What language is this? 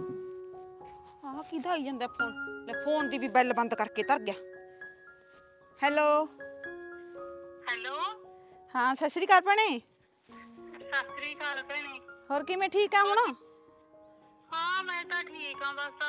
Punjabi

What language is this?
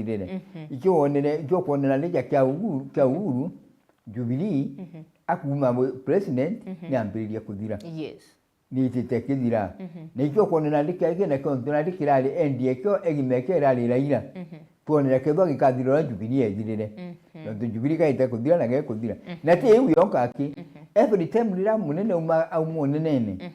Meru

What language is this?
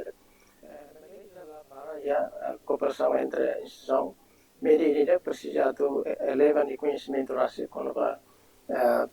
Tetum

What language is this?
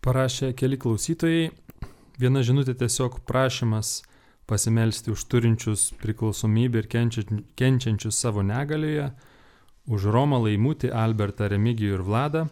Lithuanian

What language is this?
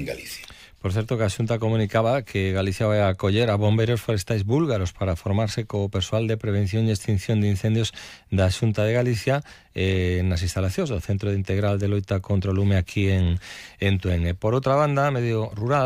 Galician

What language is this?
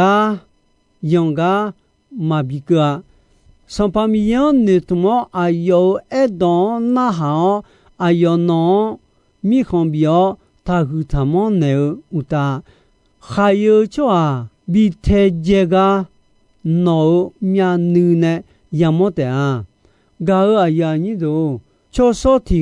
Akha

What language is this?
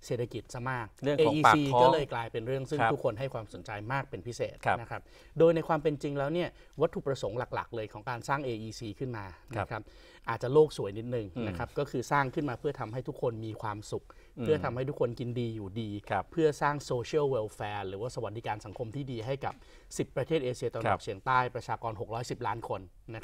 Thai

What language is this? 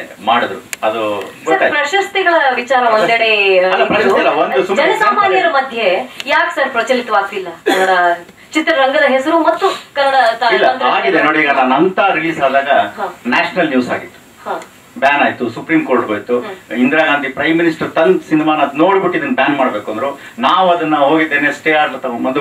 Kannada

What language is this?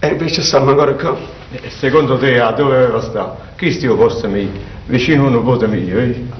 Neapolitan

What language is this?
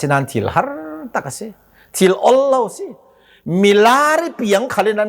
Hakha Chin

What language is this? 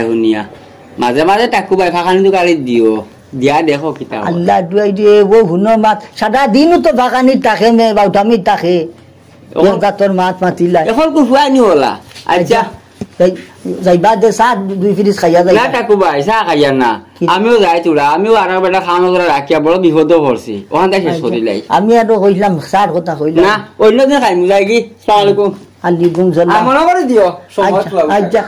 Sylheti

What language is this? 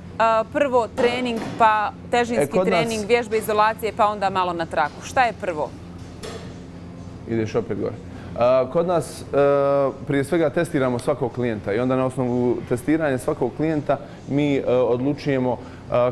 Bosnian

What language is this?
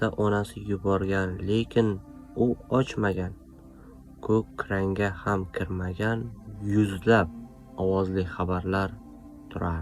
Uzbek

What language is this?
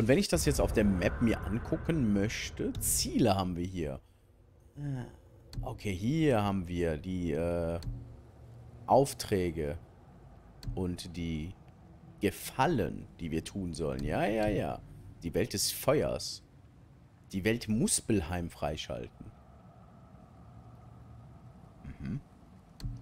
German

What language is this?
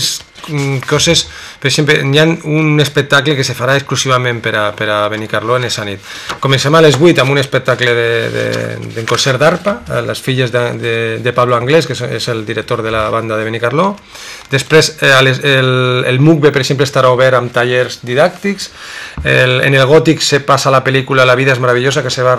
Catalan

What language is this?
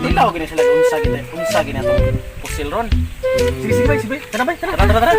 Cebuano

